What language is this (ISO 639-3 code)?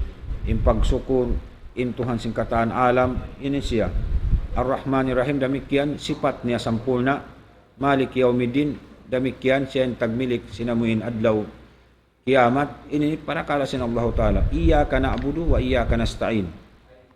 tsg